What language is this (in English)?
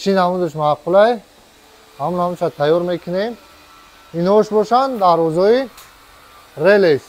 Tajik